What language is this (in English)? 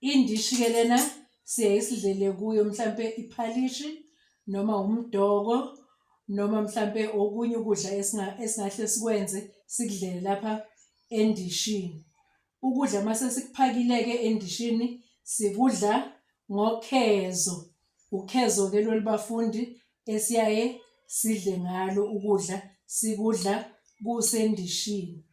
Zulu